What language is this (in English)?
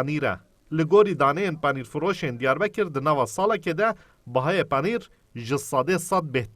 Kurdish